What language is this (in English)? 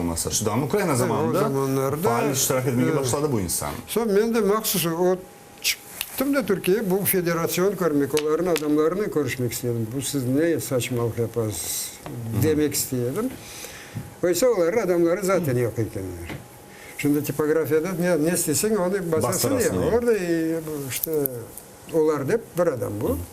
Crimean Tatar